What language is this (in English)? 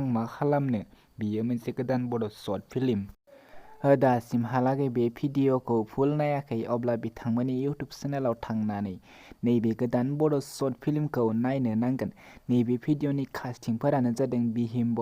Bodo